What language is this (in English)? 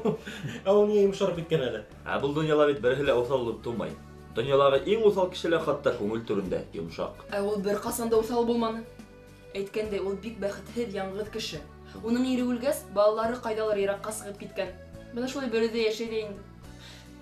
Bashkir